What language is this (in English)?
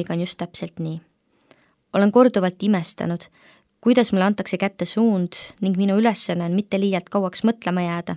Estonian